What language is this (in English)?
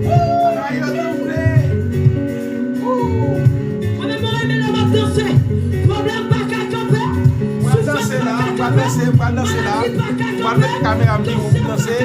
Haitian Creole